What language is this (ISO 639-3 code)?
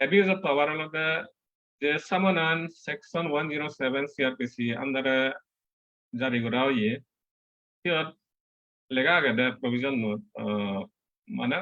ccp